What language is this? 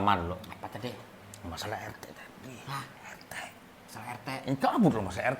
Banjar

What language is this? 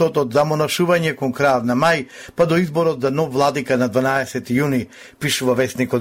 Macedonian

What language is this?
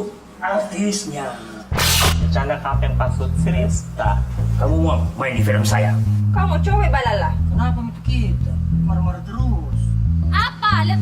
Makassar Malay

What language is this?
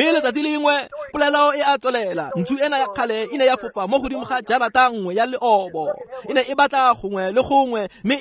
Tswana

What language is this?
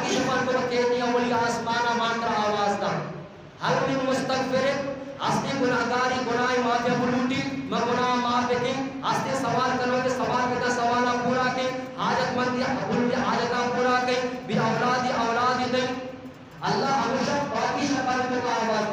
Eastern Balochi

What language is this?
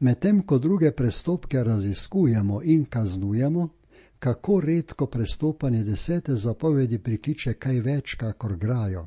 Slovenian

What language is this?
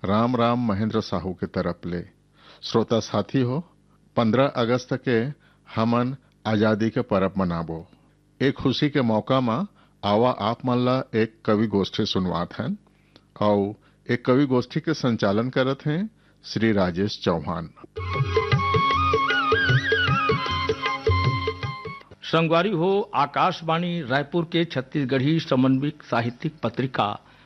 Chhattisgarhi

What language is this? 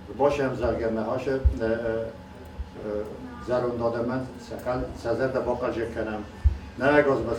Ossetic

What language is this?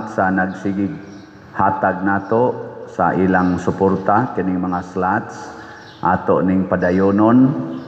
Cebuano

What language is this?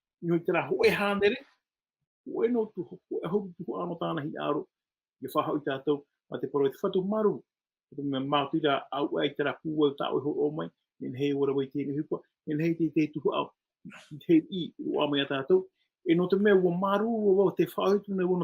Tahitian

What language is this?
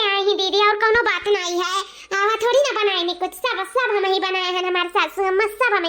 Awadhi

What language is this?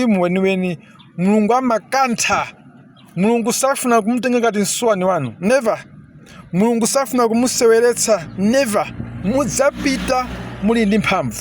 Nyanja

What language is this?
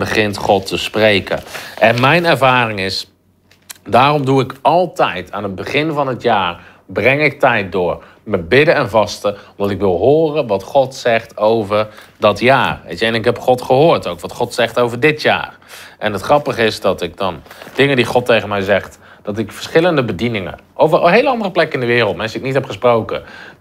Dutch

